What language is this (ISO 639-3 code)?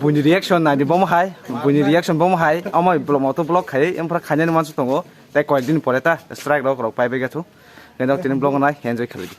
trp